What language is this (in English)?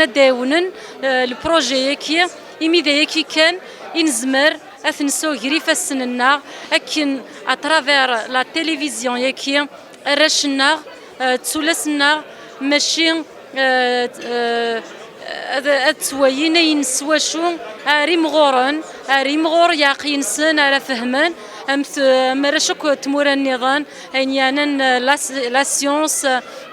Kabyle